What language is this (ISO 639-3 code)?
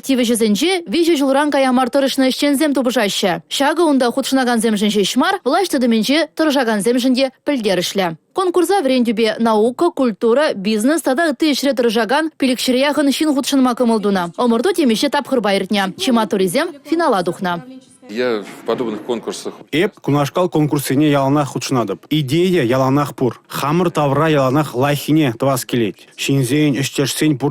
chv